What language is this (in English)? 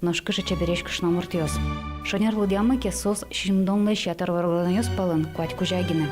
Udmurt